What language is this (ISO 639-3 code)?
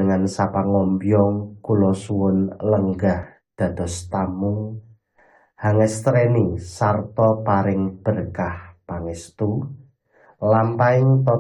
jav